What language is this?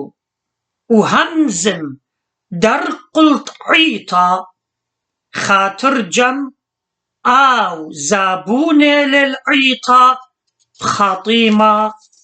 Assyrian Neo-Aramaic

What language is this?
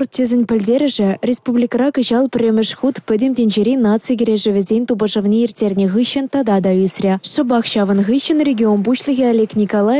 Chuvash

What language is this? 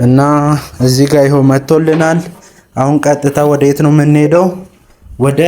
Amharic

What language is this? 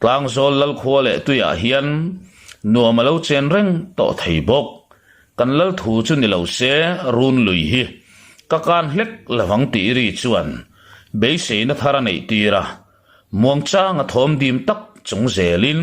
Mizo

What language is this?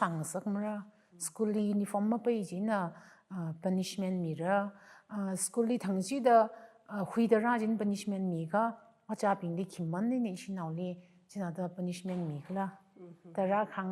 Tangkhul Naga (India)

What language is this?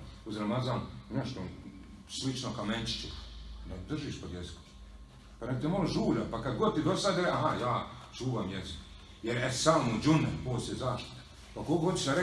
Bosnian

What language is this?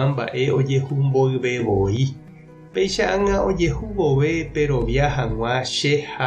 Guarani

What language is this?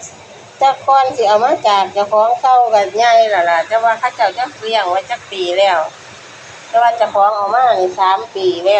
Northeastern Thai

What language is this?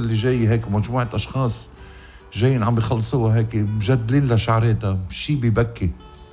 North Levantine Arabic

